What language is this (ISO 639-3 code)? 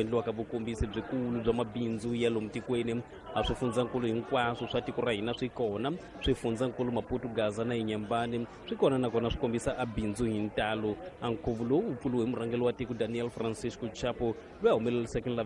tso